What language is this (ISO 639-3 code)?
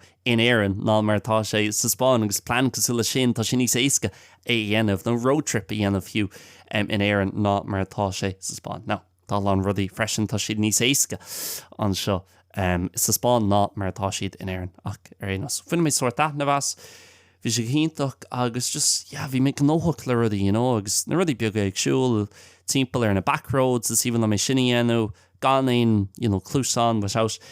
gle